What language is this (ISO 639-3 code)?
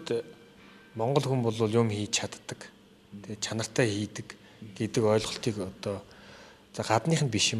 mon